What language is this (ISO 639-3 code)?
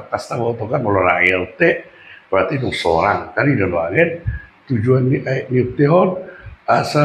bbc